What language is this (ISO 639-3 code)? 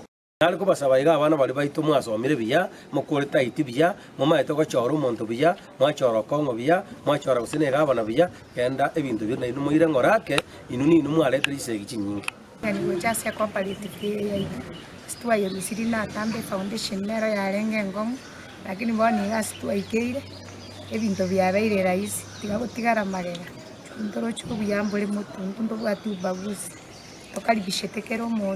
guz